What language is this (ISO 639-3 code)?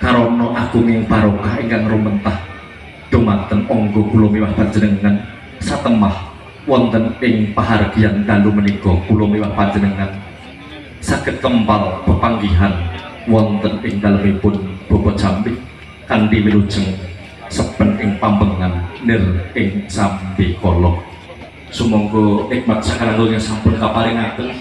jav